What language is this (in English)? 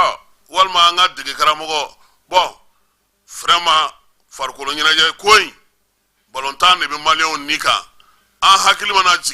Bambara